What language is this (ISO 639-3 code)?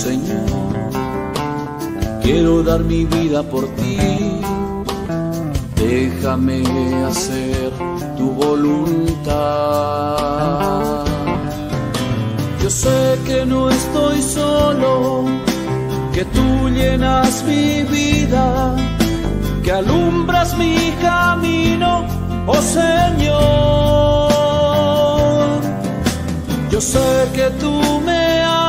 spa